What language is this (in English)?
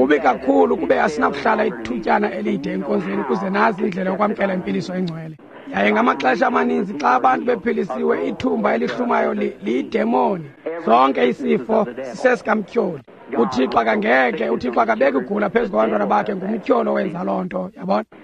Xhosa